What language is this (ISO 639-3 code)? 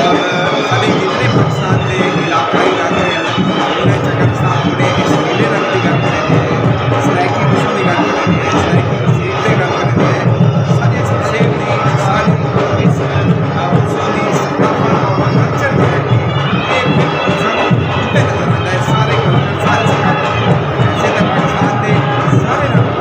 skr